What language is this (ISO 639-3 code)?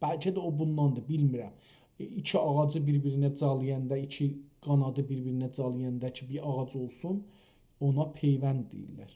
azb